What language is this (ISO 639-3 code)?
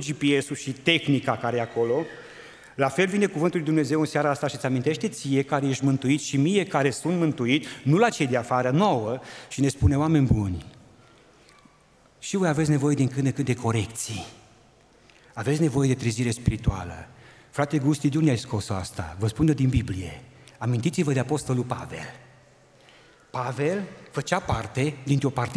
ron